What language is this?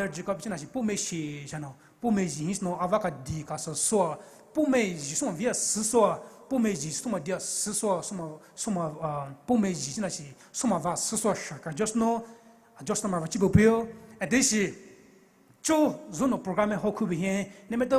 Poumei Naga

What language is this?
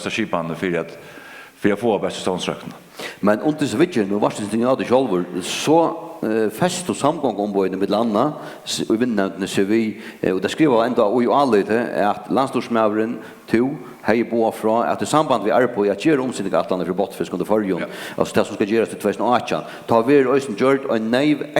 Faroese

